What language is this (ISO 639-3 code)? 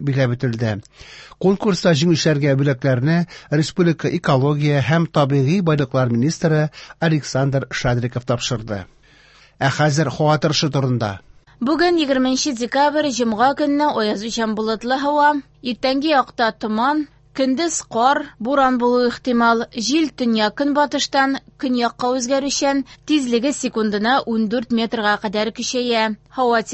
tat